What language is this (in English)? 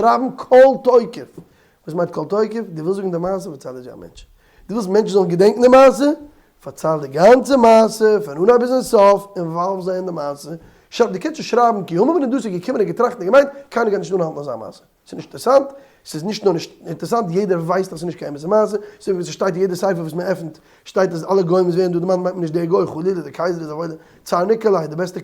Yiddish